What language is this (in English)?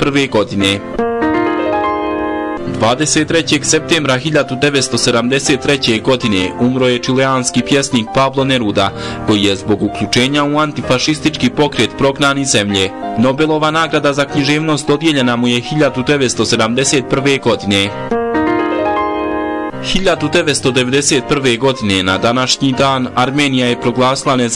Bosnian